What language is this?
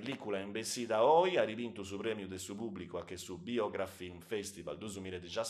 Sardinian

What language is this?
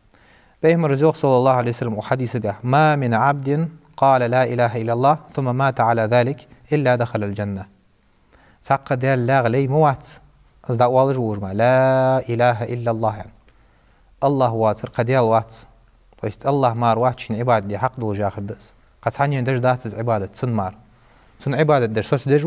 Ingush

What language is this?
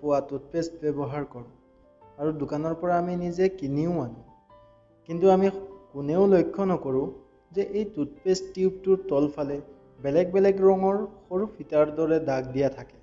Assamese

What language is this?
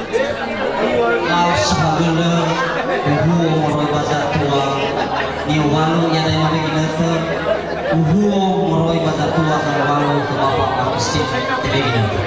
Nias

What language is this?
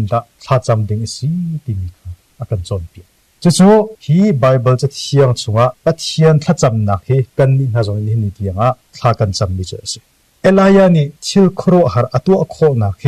Hakha Chin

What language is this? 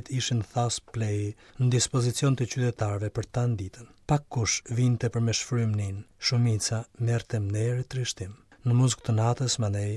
Albanian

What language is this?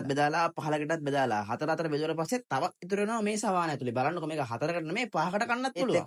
Sinhala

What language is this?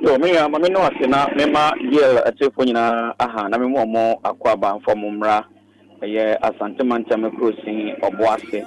Akan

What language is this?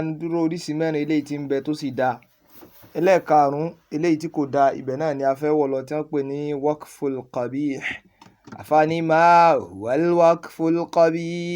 Yoruba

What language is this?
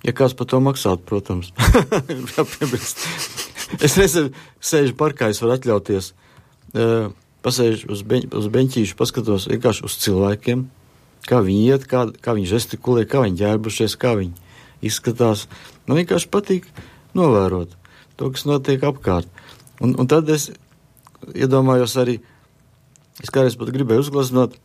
Latvian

